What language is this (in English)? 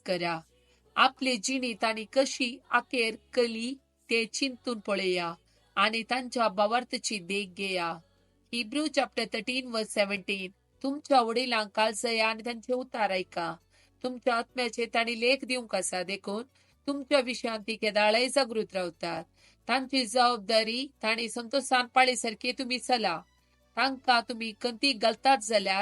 Konkani